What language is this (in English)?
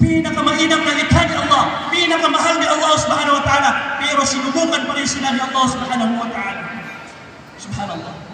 Maranao